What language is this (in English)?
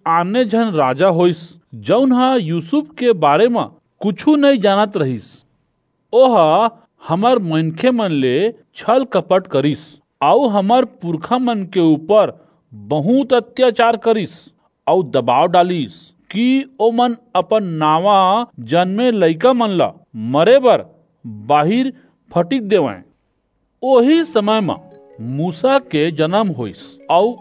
Chhattisgarhi